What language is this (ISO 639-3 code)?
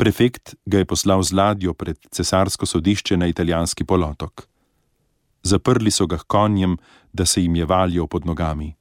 slv